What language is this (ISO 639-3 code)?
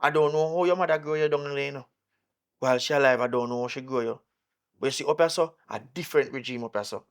jam